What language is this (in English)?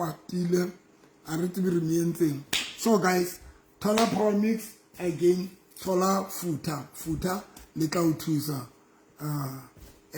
Southern Sotho